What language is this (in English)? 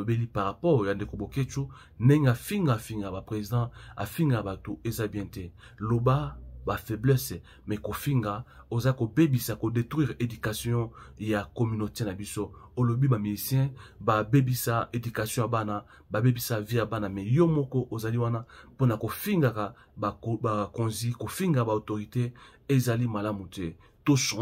Lingala